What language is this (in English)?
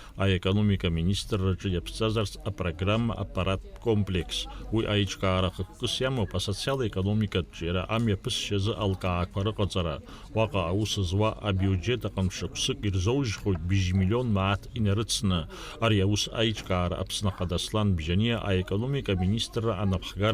Abkhazian